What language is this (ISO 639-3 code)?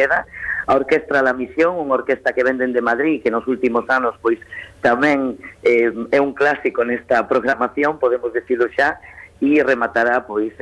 glg